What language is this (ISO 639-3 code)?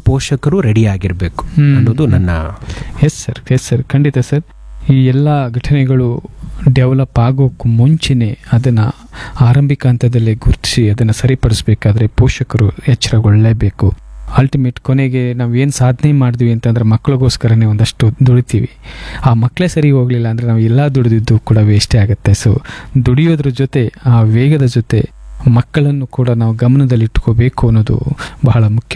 kan